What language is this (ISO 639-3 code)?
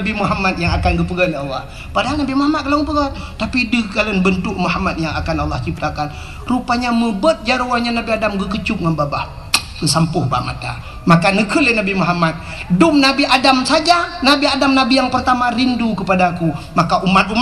ace